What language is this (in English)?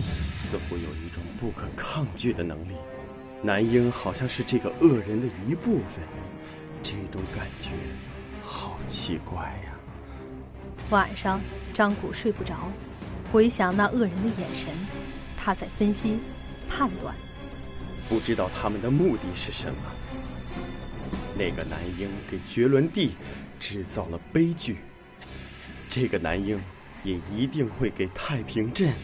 Chinese